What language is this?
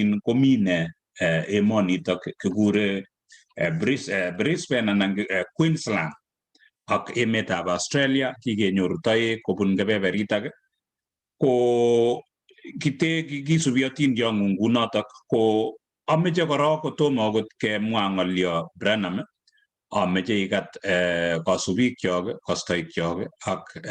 Kalenjin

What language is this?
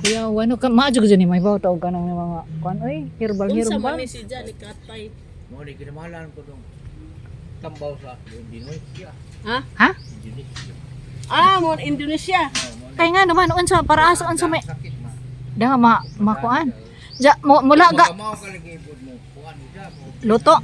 Cebuano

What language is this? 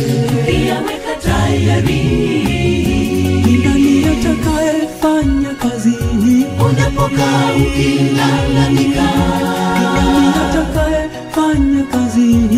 Swahili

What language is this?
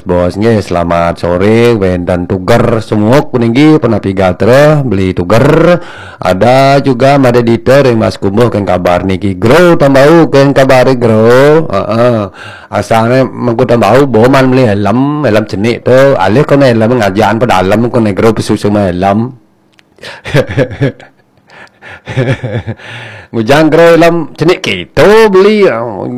Balinese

